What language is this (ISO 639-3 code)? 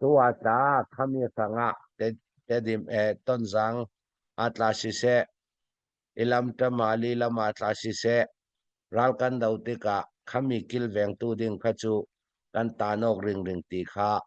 cfm